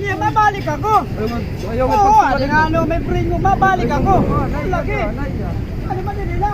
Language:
Waray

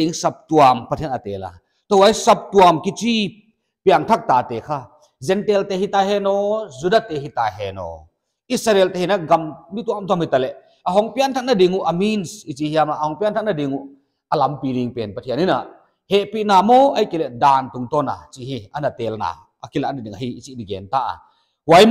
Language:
Paite Chin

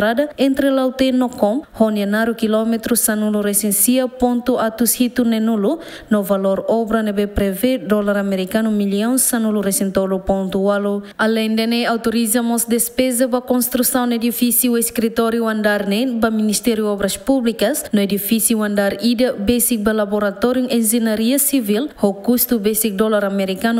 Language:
Tetum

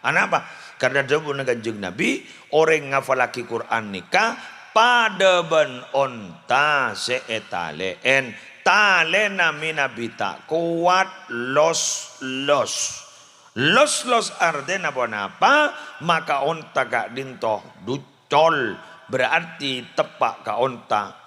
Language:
Madurese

